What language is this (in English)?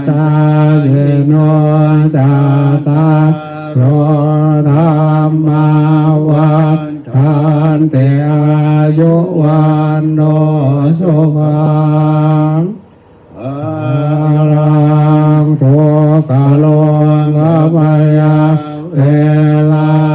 Pali